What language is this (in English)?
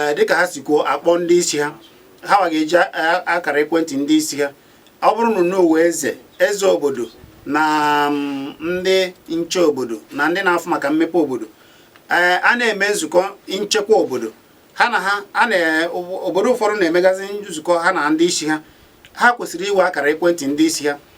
Igbo